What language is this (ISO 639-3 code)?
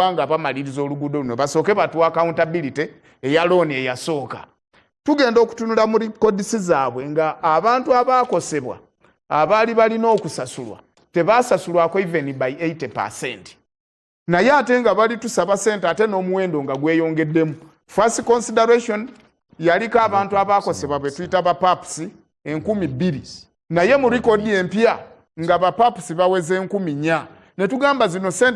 lug